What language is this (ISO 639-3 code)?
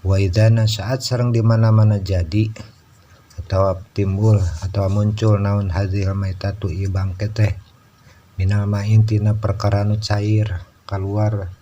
sun